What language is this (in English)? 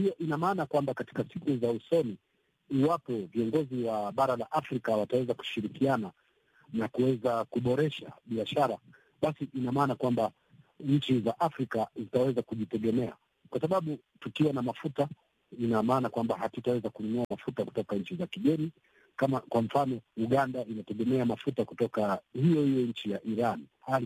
Swahili